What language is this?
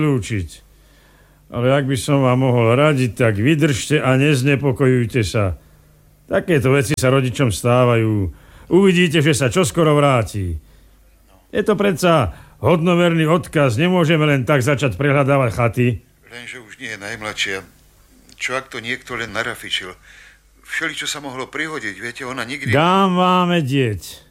Slovak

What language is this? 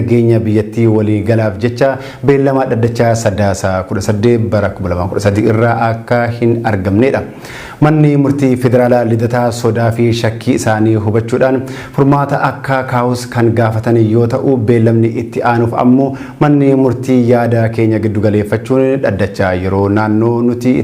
Oromo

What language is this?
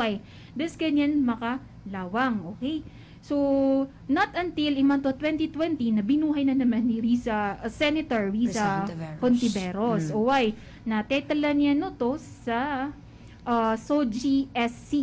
Maranao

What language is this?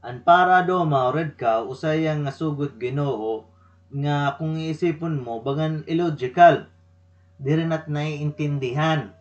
Waray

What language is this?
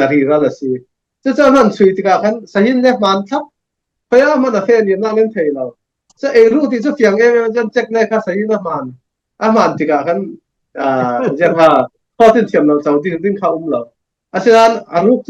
Falam Chin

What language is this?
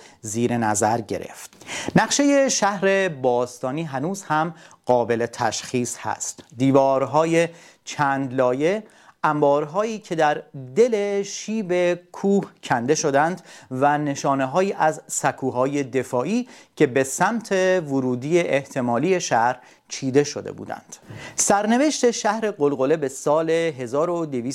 Persian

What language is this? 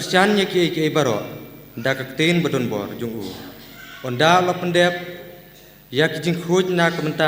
Khasi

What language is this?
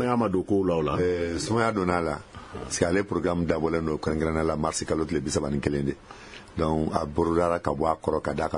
Bambara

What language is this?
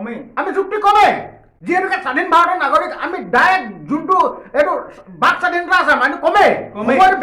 Assamese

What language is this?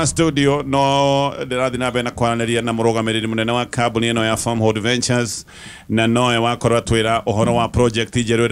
Kikuyu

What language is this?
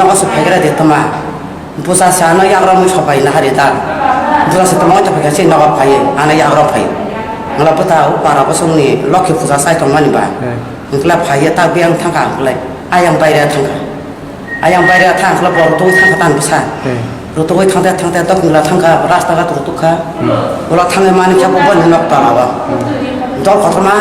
Kok Borok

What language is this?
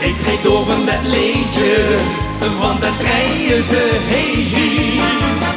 Limburgish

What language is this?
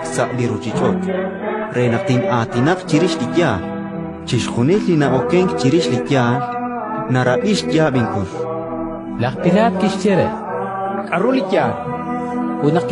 Kekchí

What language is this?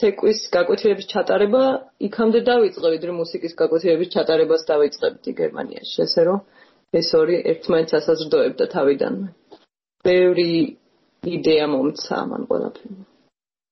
Georgian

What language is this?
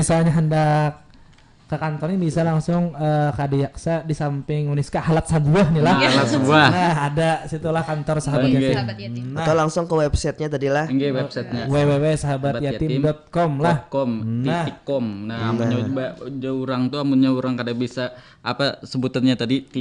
Banjar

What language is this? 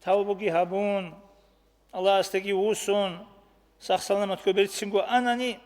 Avaric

